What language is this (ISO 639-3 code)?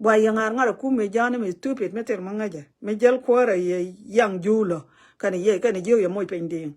nus